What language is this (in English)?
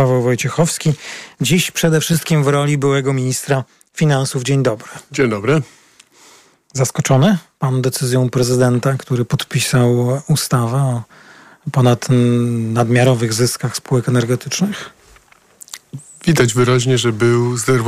Polish